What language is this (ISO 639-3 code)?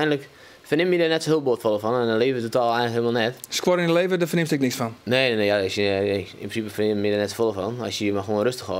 fry